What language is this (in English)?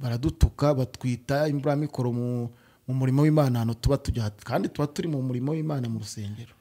Kinyarwanda